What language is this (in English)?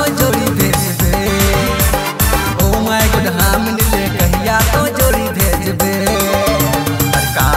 Sadri